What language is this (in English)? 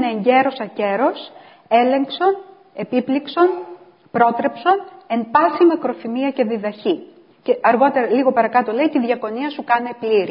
Greek